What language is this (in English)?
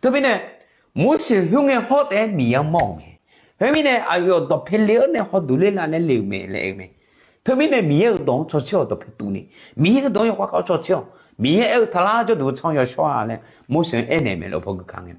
Akha